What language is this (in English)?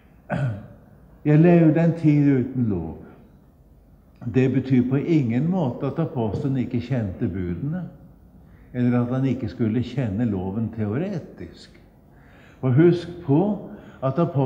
Norwegian